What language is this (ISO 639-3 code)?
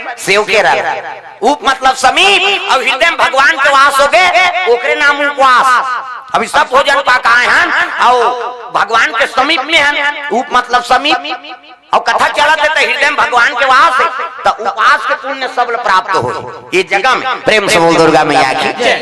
hne